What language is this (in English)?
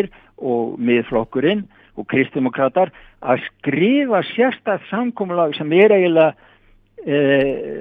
Icelandic